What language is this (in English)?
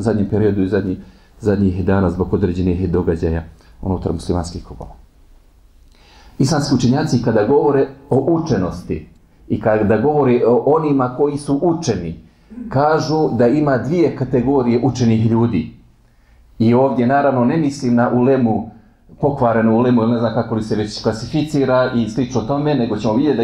Bosnian